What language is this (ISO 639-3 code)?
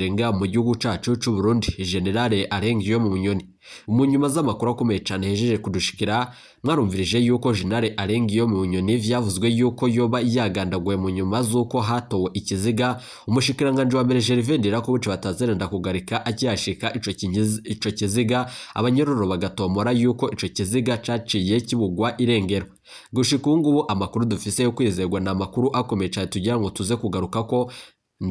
run